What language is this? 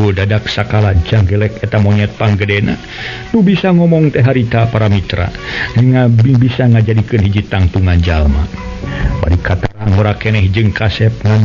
Sundanese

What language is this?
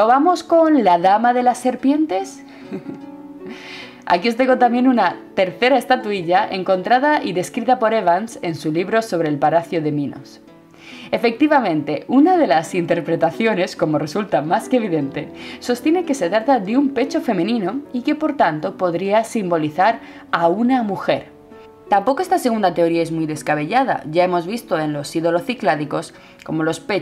Spanish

